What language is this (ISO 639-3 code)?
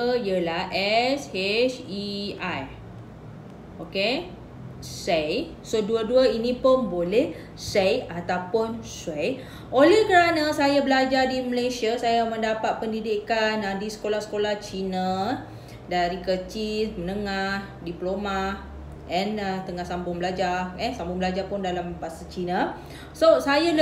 msa